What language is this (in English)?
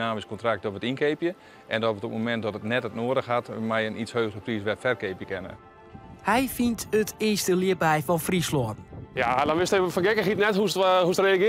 Western Frisian